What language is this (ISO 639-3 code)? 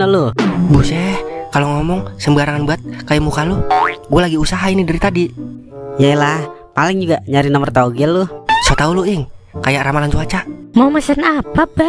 bew